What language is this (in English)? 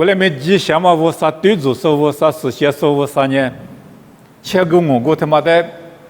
Lisu